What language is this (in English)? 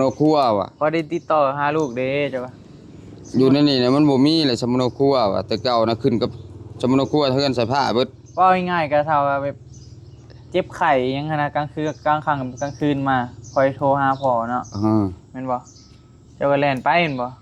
Northeastern Thai